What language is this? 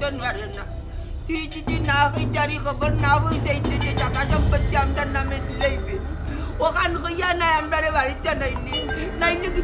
Sylheti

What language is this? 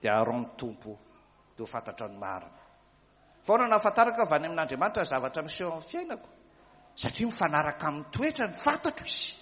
Malagasy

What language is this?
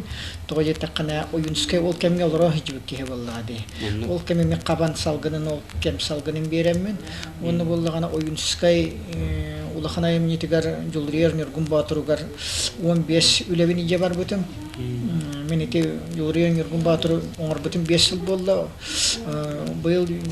Yakut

